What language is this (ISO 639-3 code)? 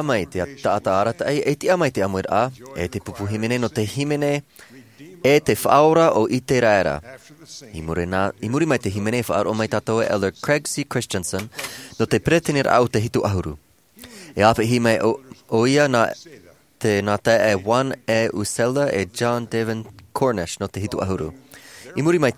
tah